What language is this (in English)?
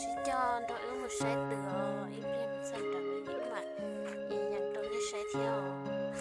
Hmong